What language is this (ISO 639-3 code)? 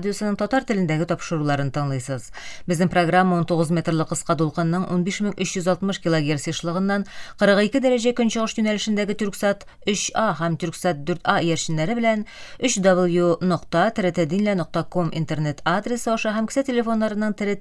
tat